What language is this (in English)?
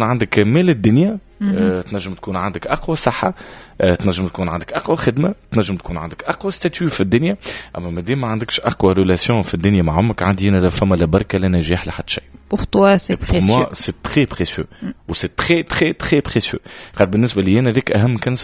Tunisian Arabic